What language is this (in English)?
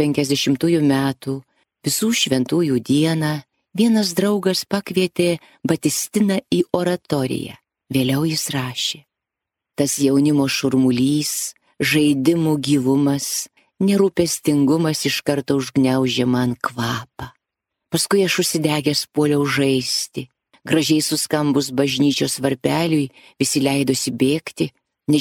Lithuanian